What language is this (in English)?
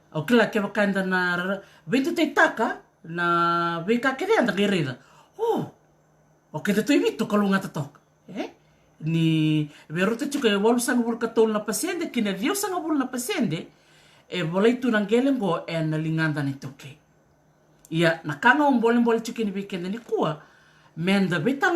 Fijian